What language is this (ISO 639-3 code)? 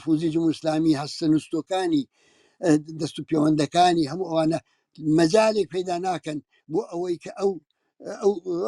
ckb